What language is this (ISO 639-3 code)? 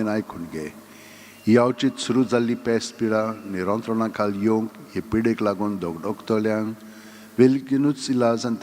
kok